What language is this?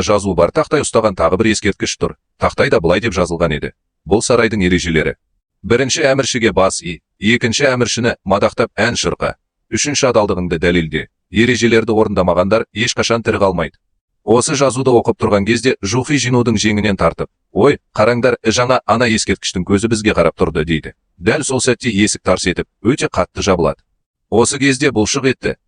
Kazakh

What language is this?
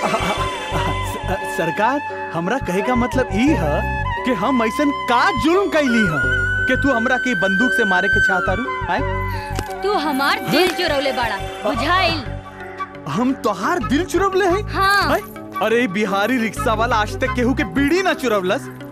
Bhojpuri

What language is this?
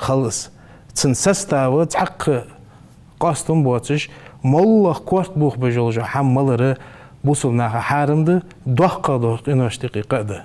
Ingush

